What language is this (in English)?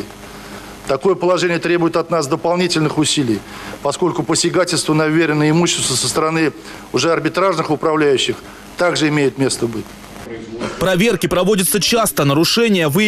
Russian